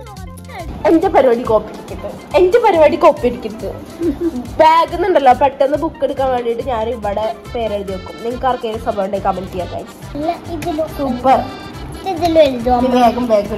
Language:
Malayalam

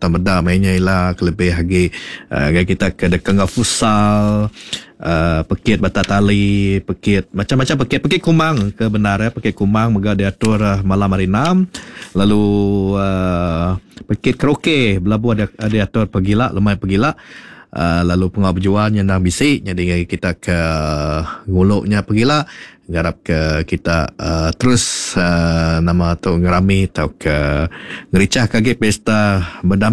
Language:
Iban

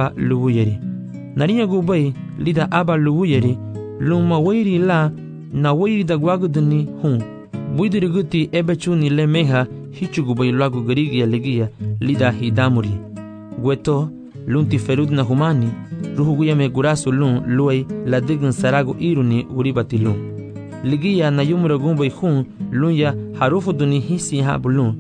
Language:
Garifuna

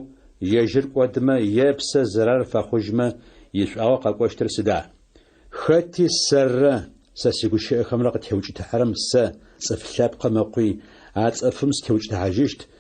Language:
Adyghe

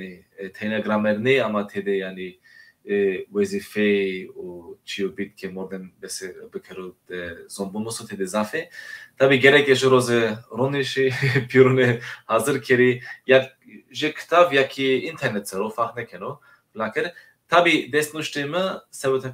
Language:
Zaza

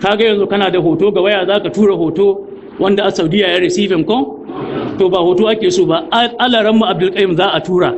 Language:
Hausa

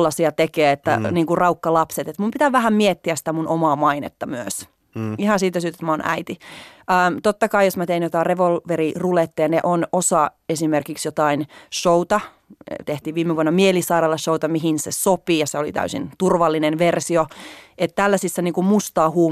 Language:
Finnish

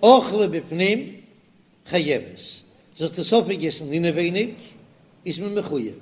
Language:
Yiddish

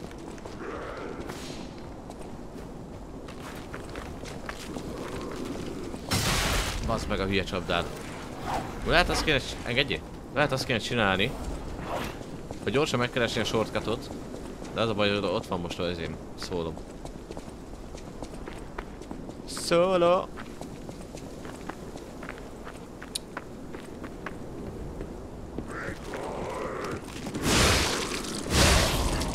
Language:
Hungarian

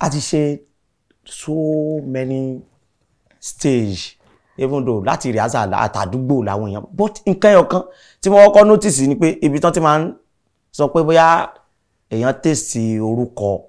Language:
Yoruba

